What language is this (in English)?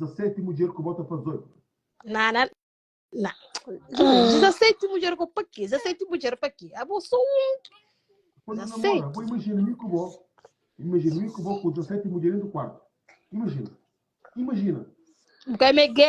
Kabuverdianu